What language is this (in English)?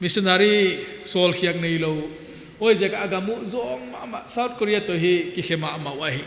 Paite Chin